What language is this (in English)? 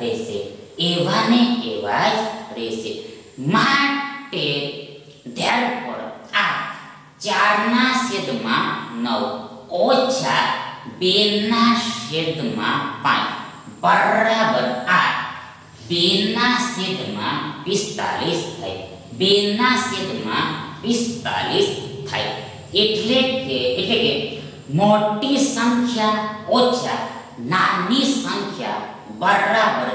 Gujarati